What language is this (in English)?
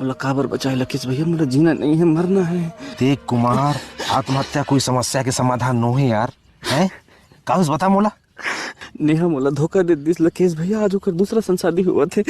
Chhattisgarhi